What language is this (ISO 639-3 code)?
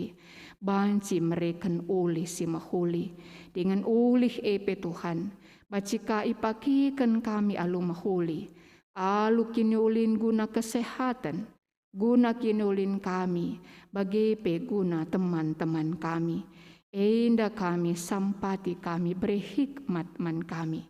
btx